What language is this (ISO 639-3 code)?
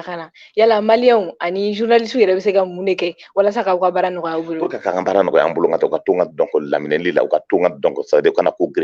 bam